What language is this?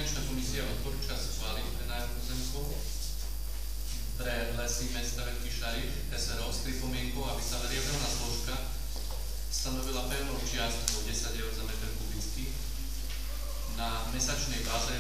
Slovak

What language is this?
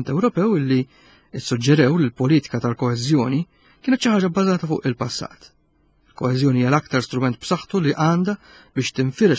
Maltese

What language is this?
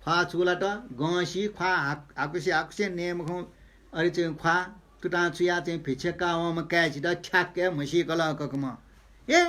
Newari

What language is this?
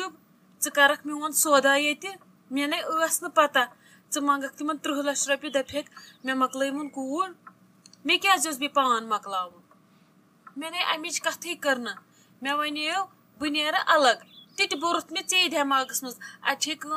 Kashmiri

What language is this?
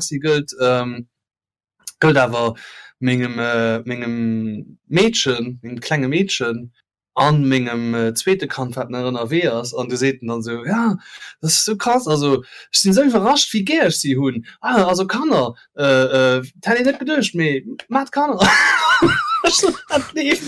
Luxembourgish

